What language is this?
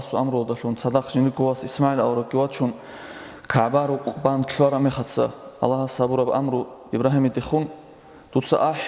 Avaric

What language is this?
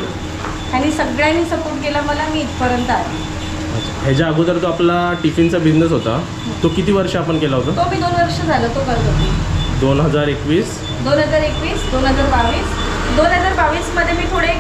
Marathi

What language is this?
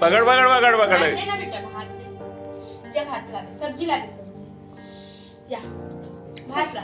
Chhattisgarhi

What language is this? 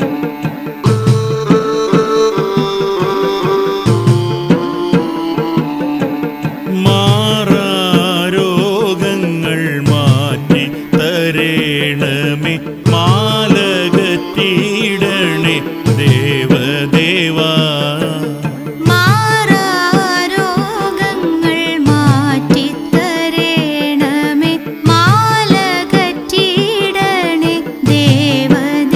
Malayalam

